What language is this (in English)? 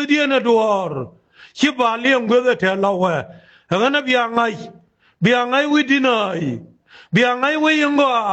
Nuer